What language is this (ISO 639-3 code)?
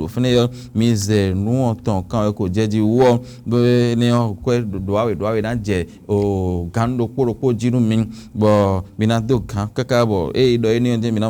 fon